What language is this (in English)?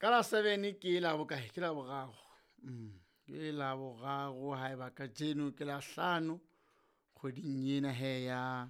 Southern Sotho